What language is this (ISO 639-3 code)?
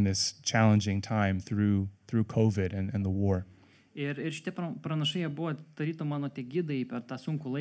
lit